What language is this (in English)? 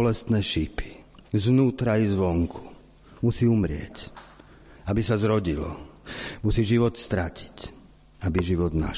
Slovak